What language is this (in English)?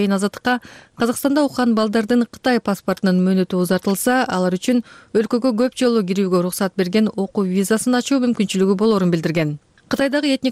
Kyrgyz